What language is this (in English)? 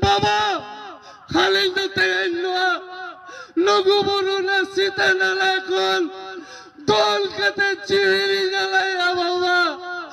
Santali